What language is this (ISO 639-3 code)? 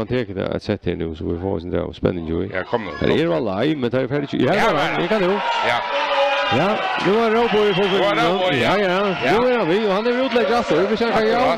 fao